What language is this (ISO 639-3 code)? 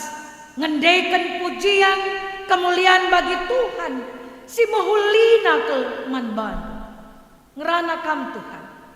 btx